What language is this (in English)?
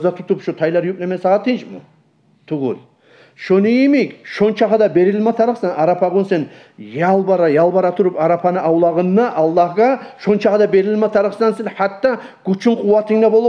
Kumyk